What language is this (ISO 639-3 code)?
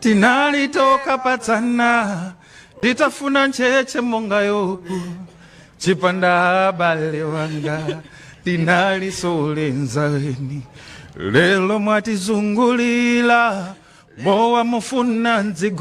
nya